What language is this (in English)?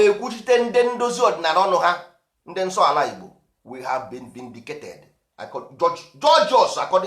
Igbo